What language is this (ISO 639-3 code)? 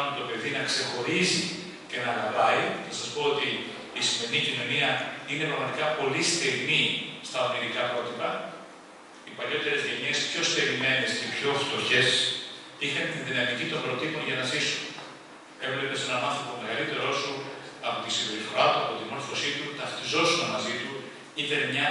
ell